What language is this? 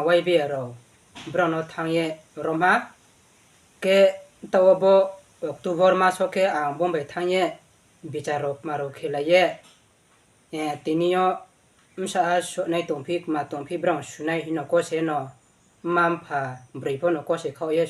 Riang (India)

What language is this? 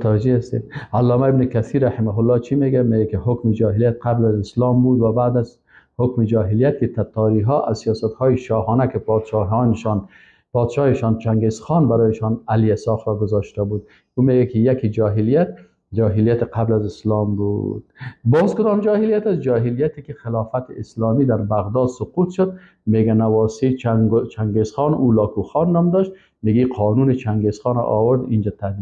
Persian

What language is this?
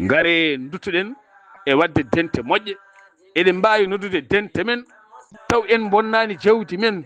Fula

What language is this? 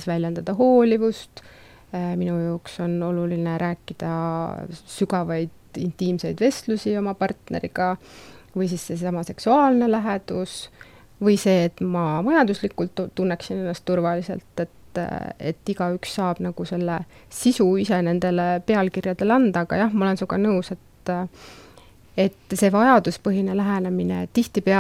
Estonian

